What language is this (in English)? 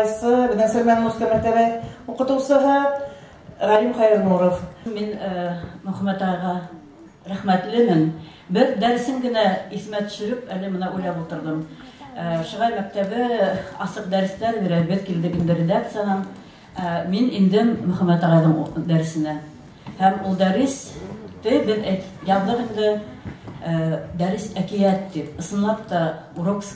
Bashkir